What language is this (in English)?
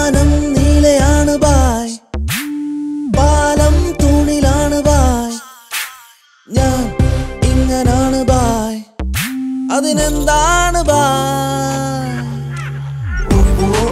Malayalam